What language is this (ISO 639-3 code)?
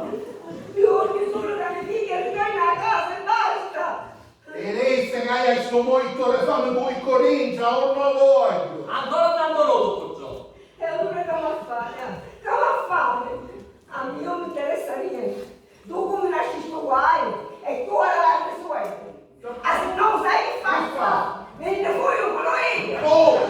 scn